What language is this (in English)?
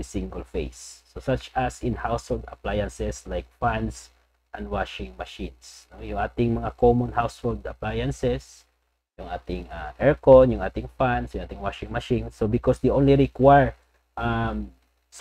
Filipino